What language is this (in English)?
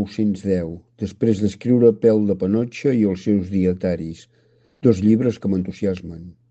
Catalan